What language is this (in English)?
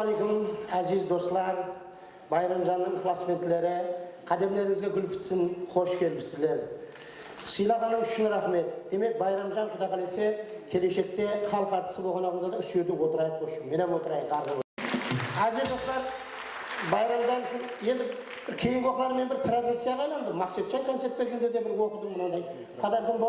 Kara-Kalpak